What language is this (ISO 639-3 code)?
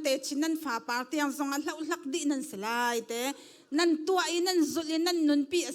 cnh